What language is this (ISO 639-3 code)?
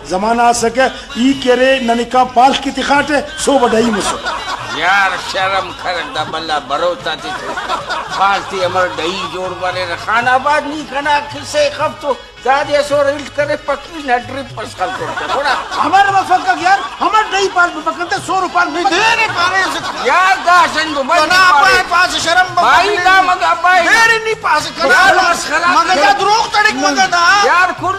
brh